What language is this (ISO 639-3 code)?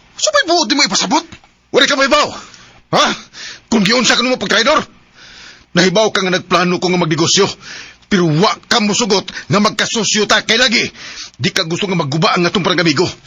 ceb